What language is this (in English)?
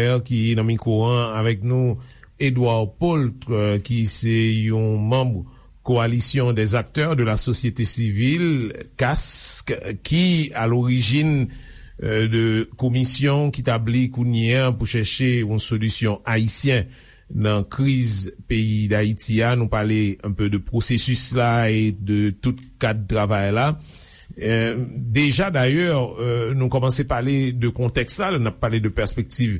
Haitian Creole